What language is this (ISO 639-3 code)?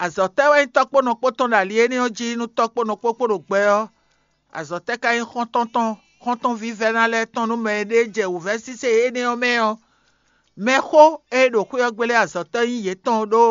fon